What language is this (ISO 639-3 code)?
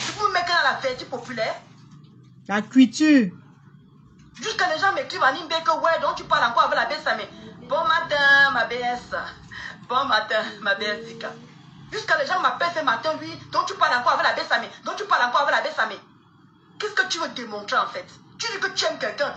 fra